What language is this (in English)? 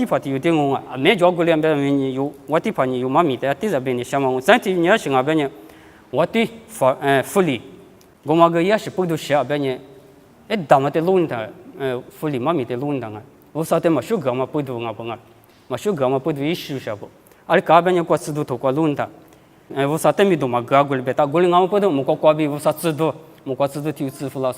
Lisu